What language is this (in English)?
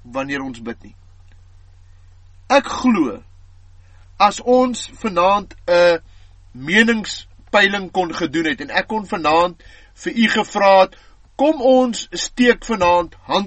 Afrikaans